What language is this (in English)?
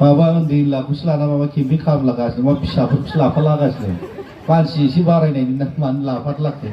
Bodo